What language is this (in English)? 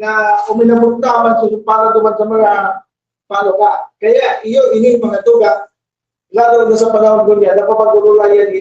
Bikol